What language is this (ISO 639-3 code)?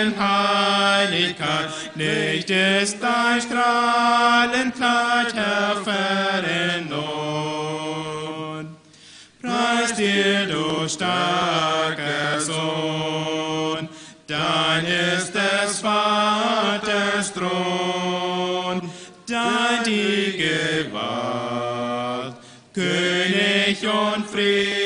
pdt